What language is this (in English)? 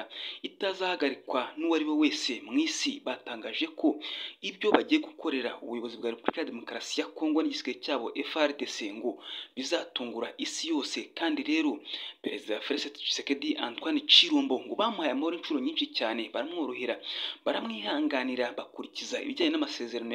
Kinyarwanda